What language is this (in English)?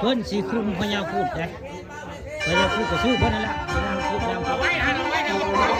Northeastern Thai